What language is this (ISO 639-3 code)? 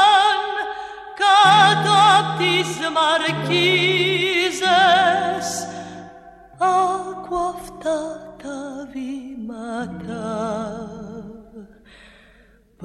ell